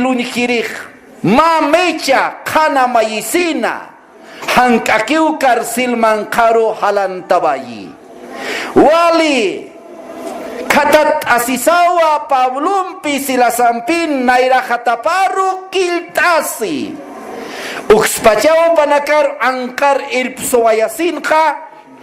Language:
Aymara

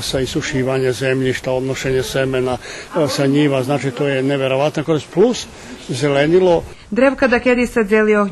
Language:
Rusyn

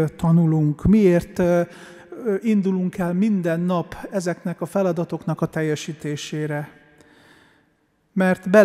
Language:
Hungarian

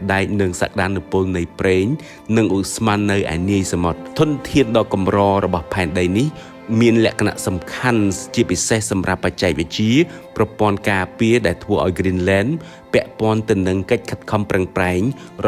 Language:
Khmer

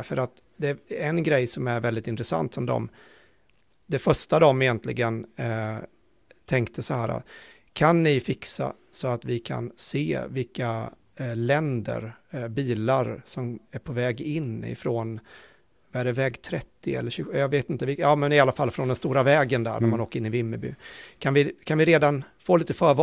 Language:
Swedish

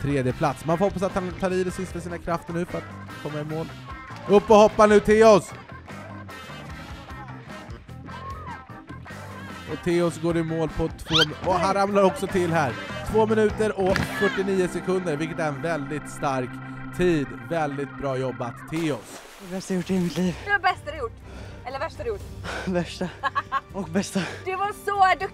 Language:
Swedish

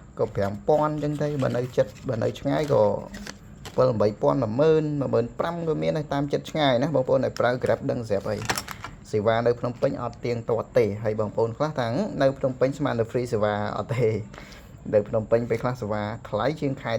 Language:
Khmer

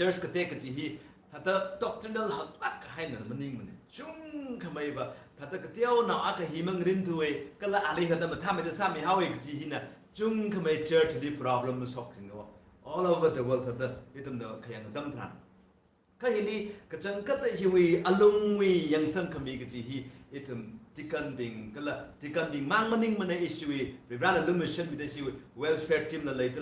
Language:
Tangkhul Naga (India)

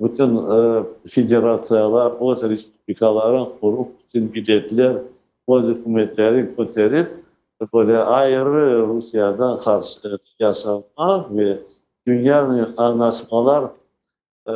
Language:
Crimean Tatar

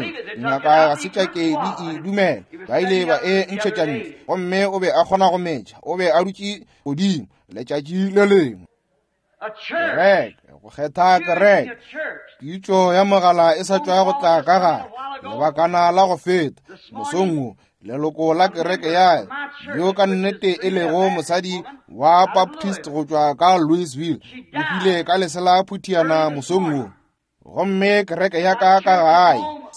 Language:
Northern Sotho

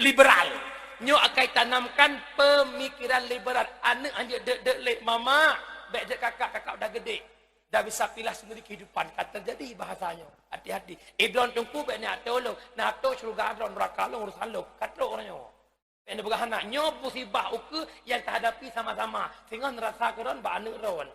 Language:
Achinese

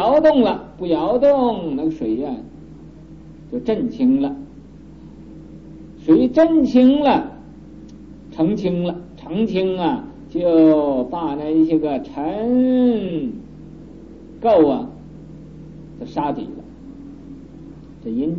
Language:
Chinese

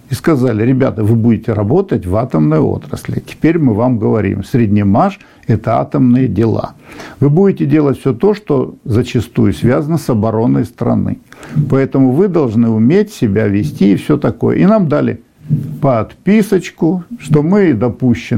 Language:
Russian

